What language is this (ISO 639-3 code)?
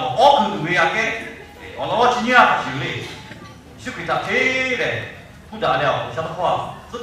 lhu